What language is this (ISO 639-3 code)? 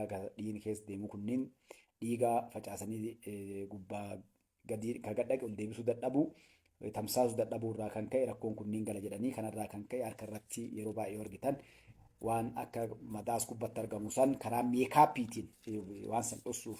orm